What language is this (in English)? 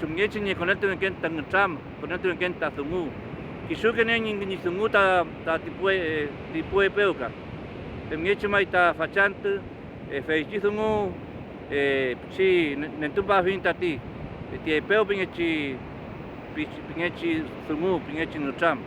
Mapuche